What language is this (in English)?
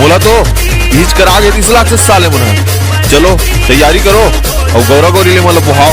Chhattisgarhi